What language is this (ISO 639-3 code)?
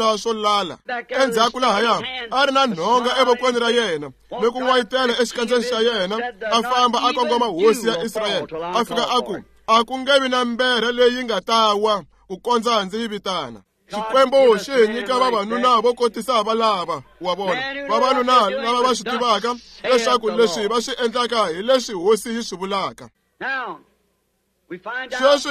tso